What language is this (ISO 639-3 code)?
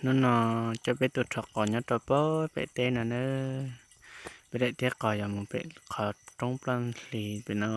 hmn